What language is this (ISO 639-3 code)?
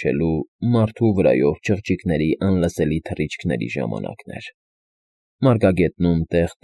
hye